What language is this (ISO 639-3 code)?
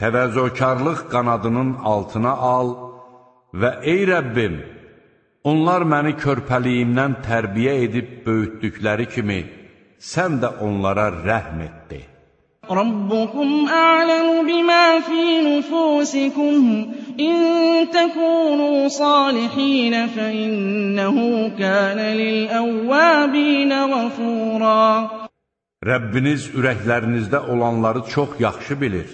aze